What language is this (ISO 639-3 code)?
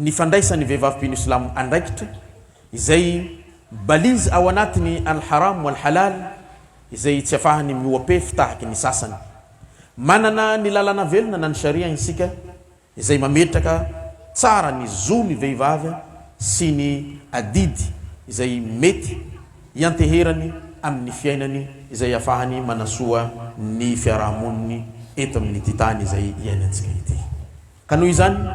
mlg